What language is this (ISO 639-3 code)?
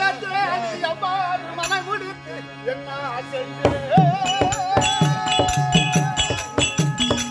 tam